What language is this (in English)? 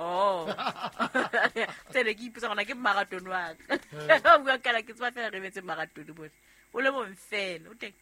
Southern Sotho